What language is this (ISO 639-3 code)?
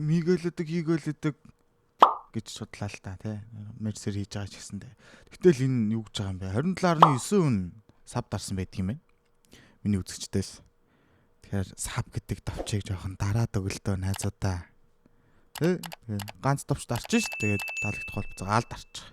mon